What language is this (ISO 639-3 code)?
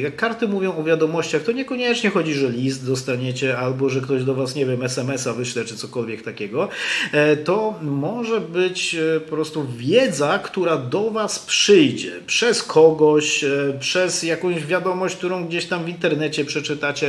pol